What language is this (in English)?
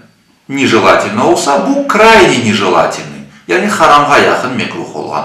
Crimean Tatar